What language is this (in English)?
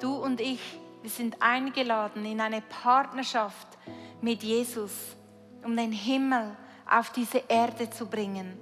Swiss German